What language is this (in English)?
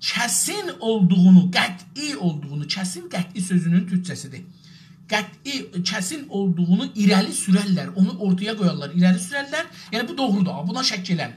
South Azerbaijani